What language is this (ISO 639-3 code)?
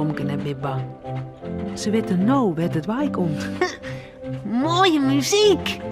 fry